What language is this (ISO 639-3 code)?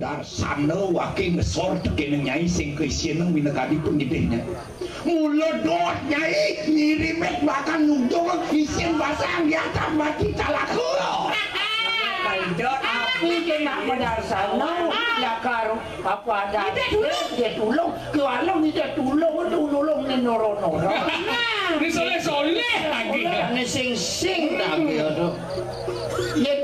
ban